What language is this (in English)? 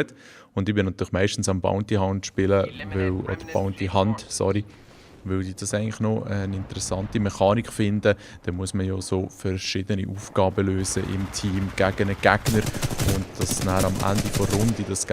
Swiss German